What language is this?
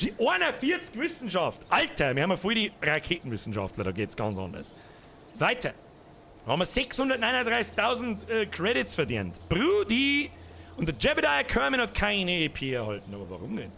Bavarian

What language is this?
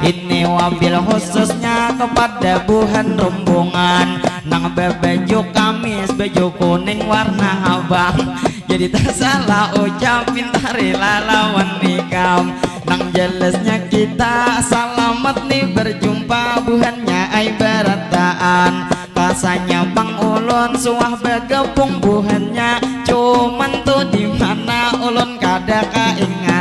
Banjar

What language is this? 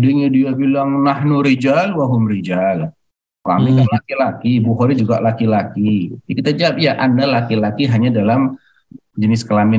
Indonesian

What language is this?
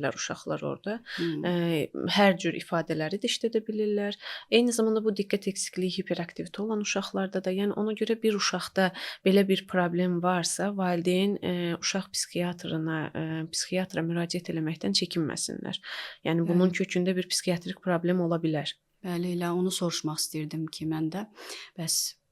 Azerbaijani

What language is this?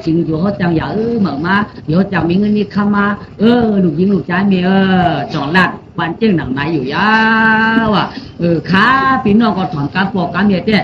Shan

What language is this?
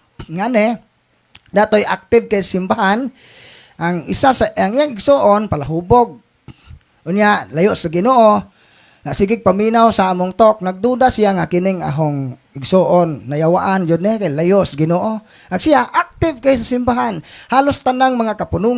Cebuano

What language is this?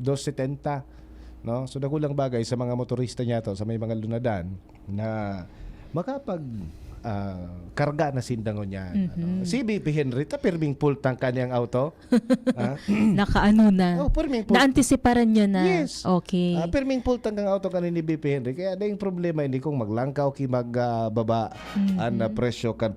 Bikol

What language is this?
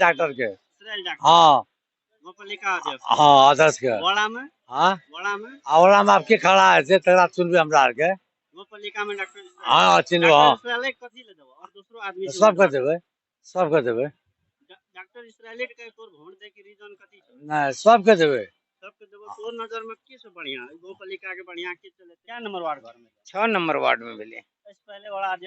Maithili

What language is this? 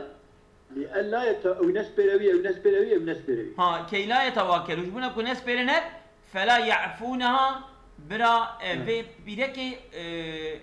Kurdish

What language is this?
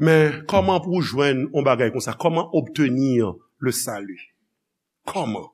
Haitian Creole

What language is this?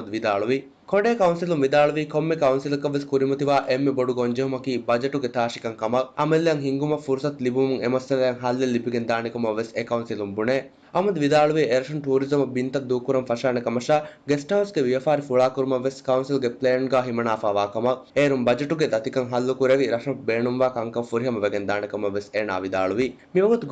Divehi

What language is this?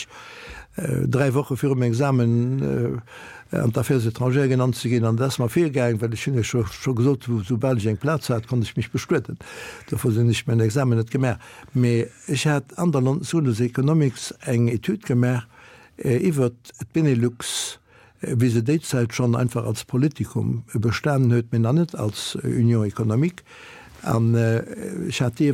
Luxembourgish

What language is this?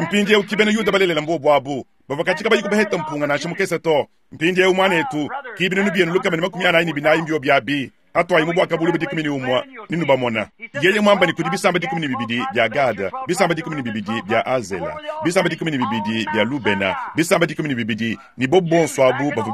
Luba-Lulua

